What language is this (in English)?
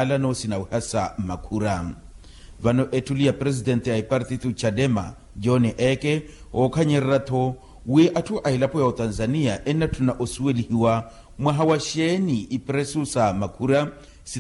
Makhuwa